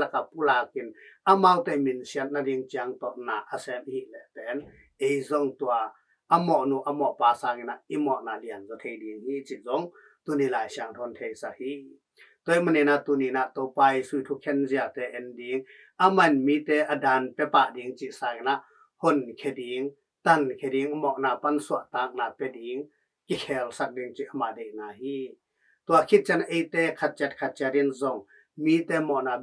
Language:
Tedim Chin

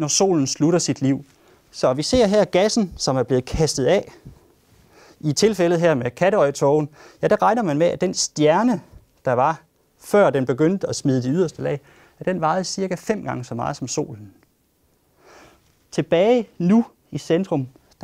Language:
Danish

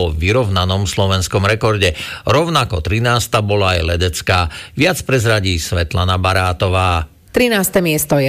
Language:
Slovak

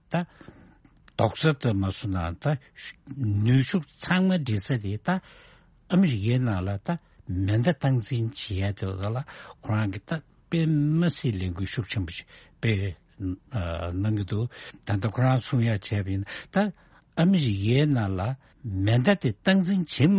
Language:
Tibetan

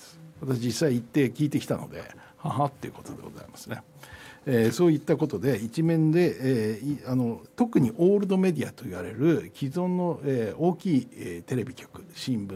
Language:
Japanese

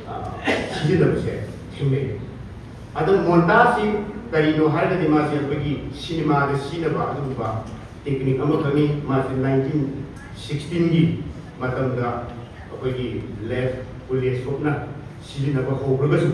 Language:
Manipuri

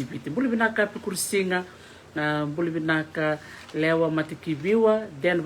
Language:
Fijian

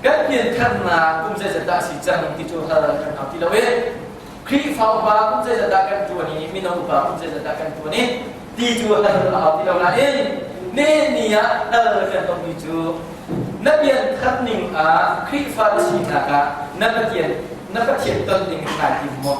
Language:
Hakha Chin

